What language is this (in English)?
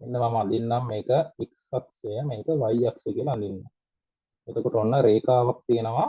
Sinhala